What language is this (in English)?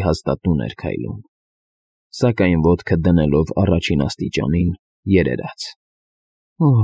Armenian